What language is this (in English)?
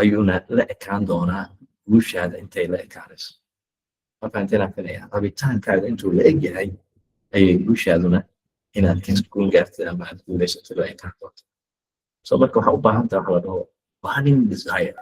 Somali